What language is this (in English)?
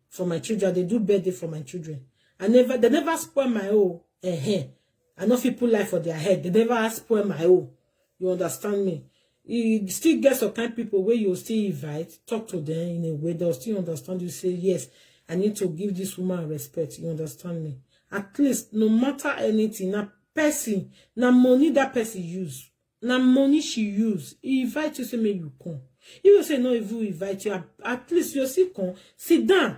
Nigerian Pidgin